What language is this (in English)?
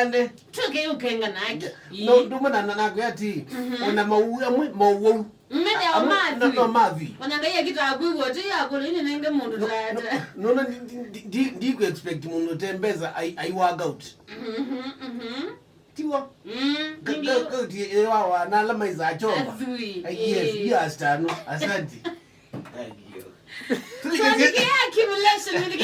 Kamba